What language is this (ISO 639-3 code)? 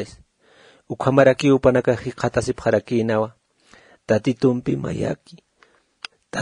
aym